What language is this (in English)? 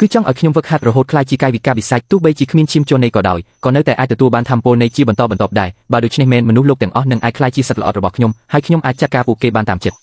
Khmer